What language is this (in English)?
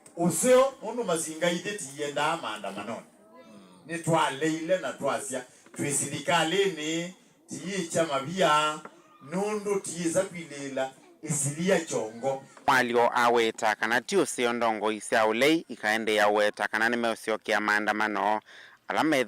Kamba